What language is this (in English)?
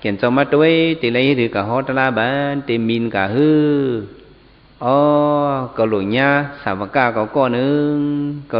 Shan